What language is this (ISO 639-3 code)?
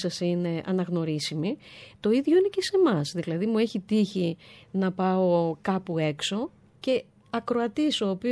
ell